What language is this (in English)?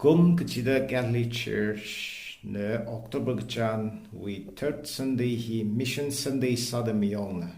Tangkhul Naga (India)